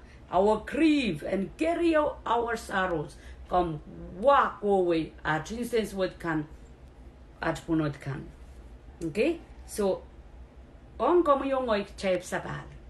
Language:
Pohnpeian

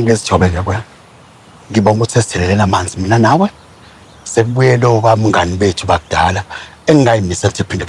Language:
Zulu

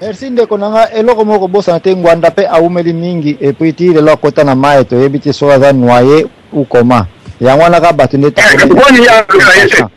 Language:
Lingala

